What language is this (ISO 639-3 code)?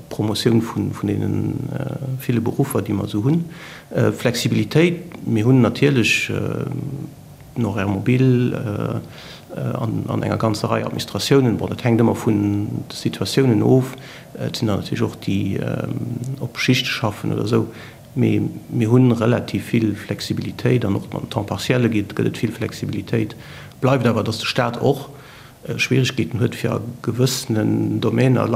ltz